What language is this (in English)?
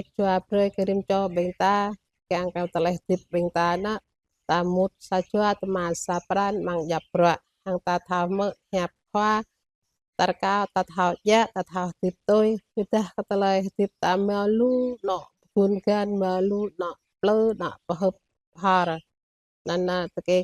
Jarai